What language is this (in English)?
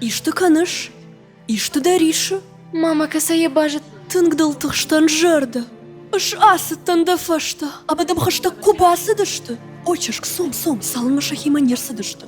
Ossetic